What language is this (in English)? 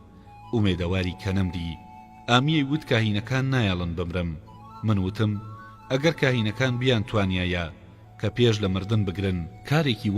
Central Kurdish